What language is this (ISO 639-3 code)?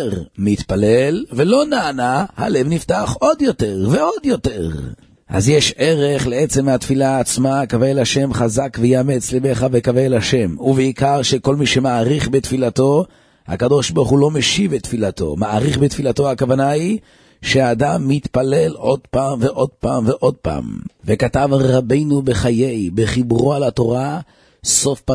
heb